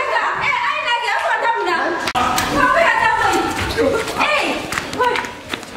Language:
Bambara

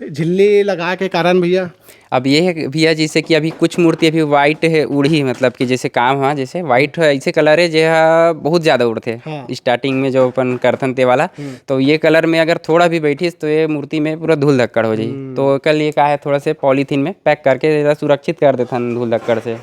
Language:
Chhattisgarhi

